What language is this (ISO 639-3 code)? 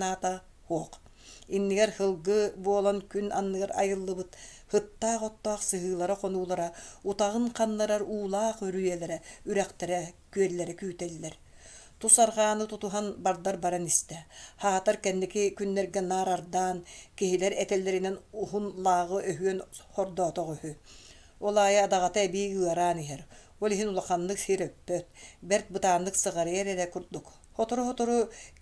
sah